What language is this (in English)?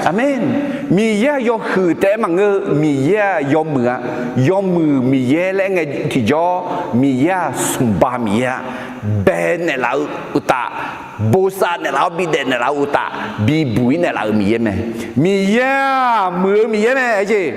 Akha